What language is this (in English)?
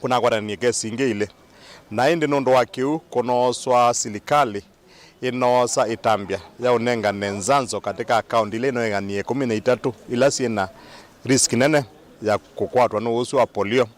Kamba